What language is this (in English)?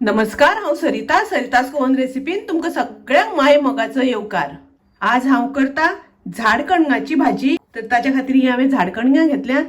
Konkani